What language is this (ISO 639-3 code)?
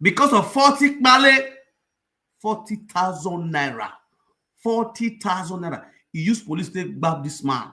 pcm